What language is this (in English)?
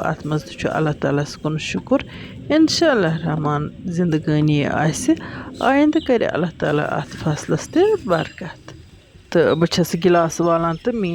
Kashmiri